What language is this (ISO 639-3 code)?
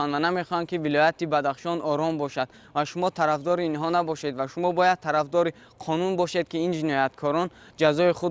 tgk